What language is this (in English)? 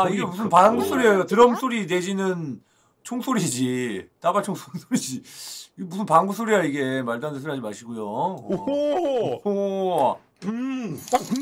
Korean